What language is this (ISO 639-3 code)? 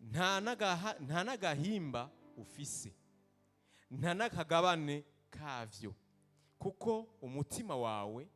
run